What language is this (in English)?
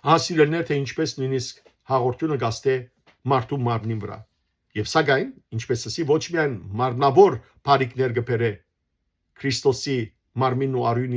Western Armenian